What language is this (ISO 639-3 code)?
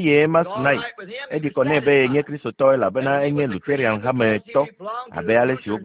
ewe